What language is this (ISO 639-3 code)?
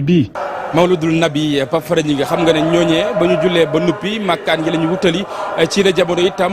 wol